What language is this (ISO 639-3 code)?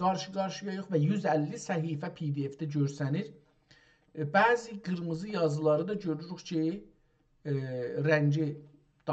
azb